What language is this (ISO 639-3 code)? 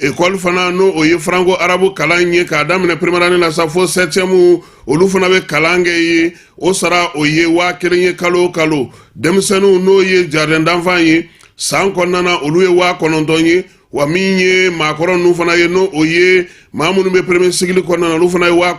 bam